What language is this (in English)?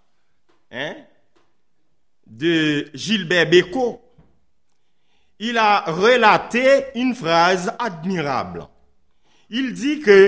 French